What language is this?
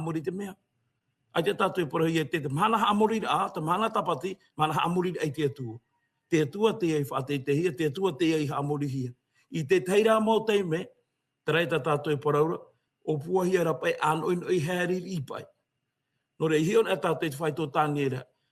Tahitian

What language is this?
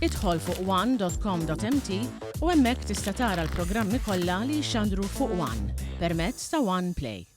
Maltese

